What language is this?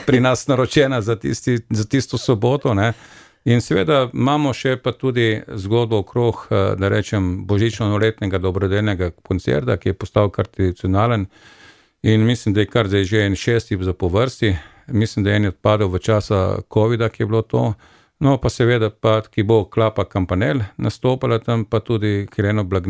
Slovenian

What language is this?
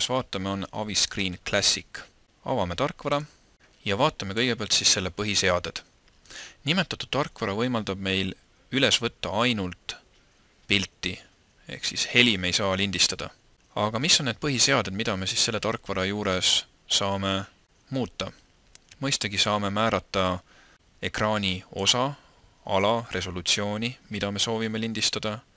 Estonian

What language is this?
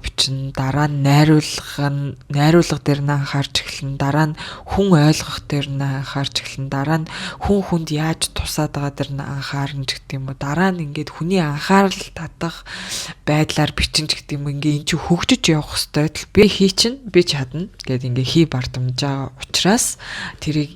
Mongolian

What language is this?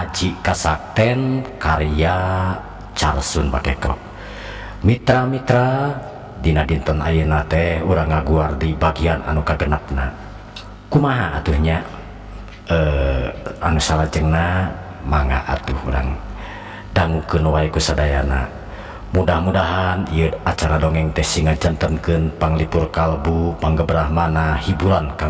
Sundanese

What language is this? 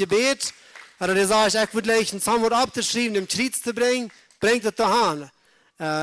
Plautdietsch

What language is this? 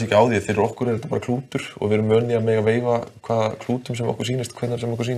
Icelandic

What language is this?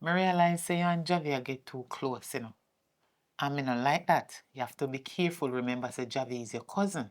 Jamaican Creole English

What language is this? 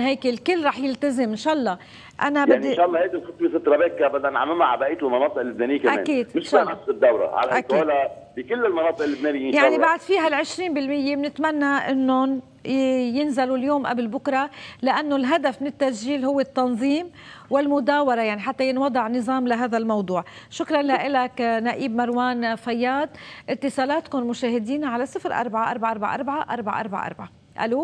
North Levantine Arabic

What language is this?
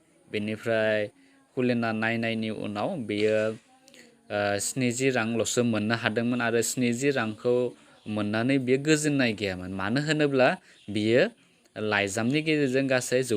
Bodo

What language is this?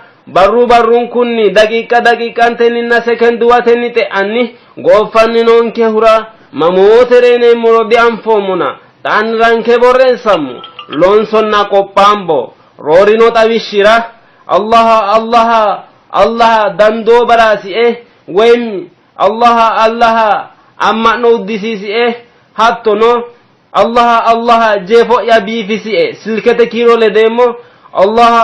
Sidamo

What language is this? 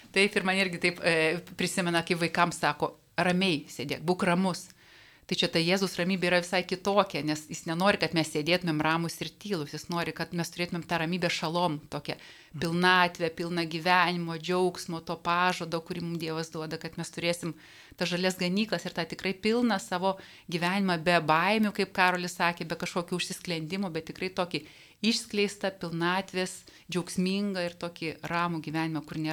Lithuanian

